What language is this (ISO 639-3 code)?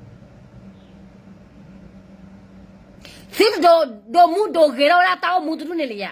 ksw